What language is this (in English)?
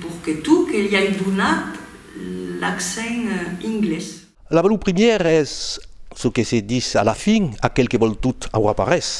Occitan